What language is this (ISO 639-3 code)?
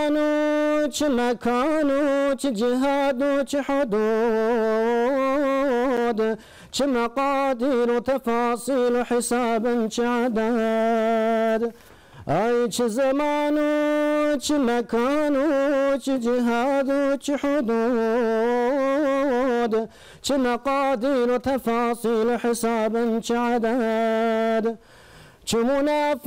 kur